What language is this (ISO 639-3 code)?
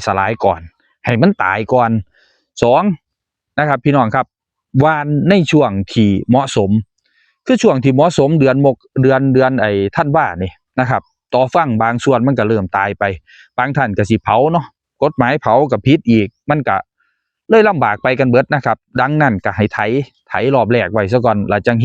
tts